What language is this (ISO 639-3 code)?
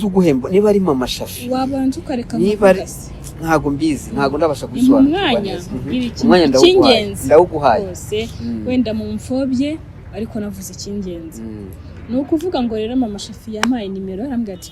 kin